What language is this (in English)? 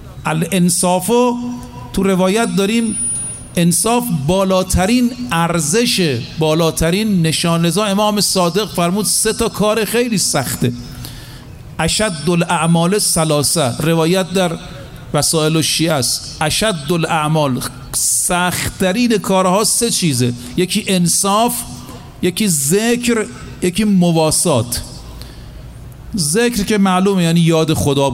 Persian